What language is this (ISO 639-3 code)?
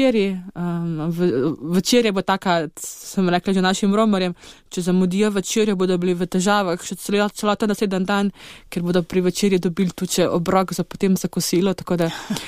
slv